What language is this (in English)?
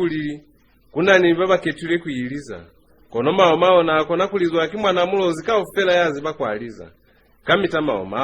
Lozi